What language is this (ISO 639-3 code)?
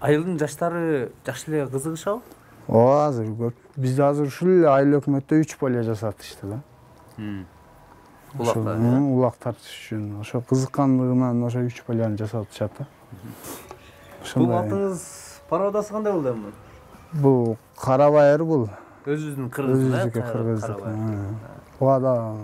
kir